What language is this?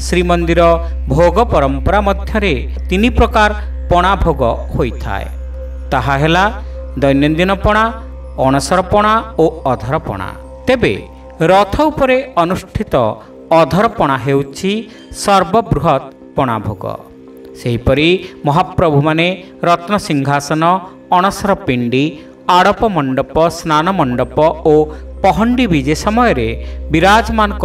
Odia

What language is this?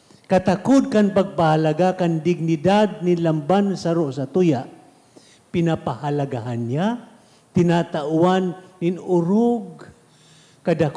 Bikol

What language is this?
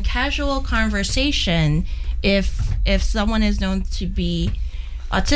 English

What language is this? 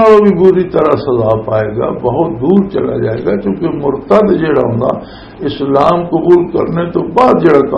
Western Panjabi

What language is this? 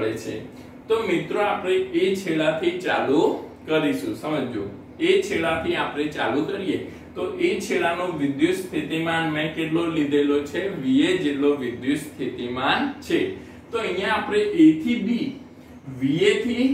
Gujarati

